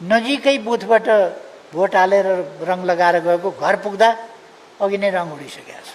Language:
Nepali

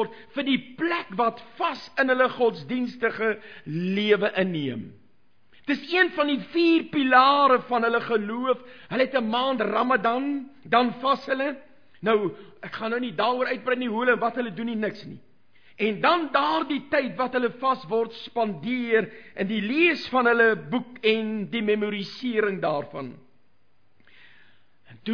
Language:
Afrikaans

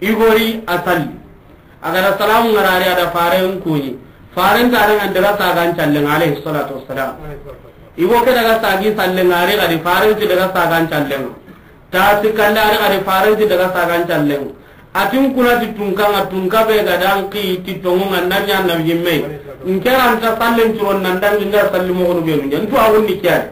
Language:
Soninke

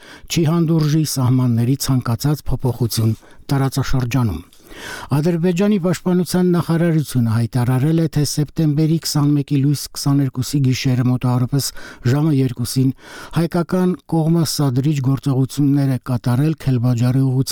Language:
Armenian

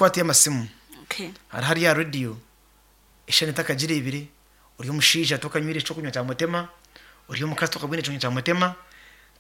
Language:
Nyankole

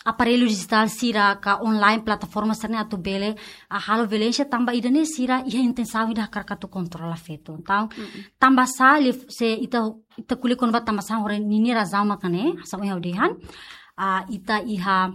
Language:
Tetum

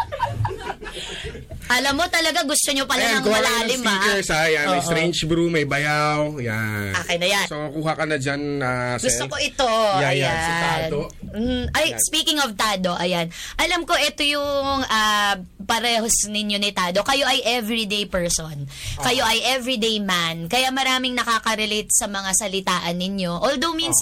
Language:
Filipino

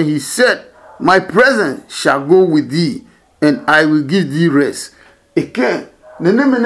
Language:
Adangme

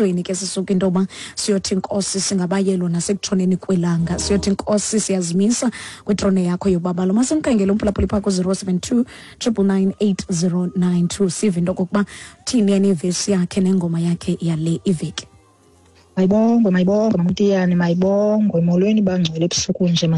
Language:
Xhosa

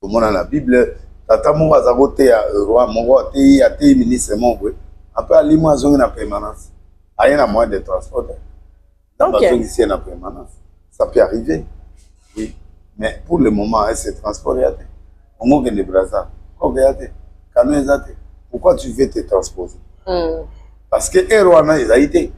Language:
Lingala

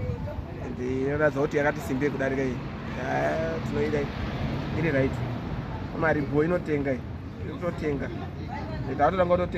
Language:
Shona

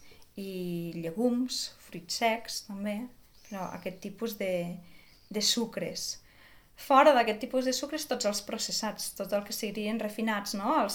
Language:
Catalan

